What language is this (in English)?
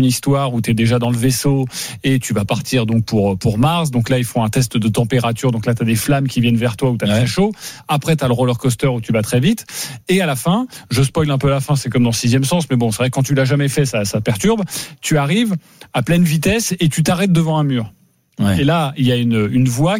French